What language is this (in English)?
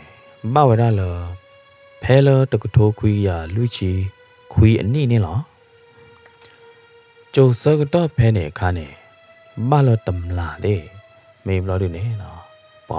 S'gaw Karen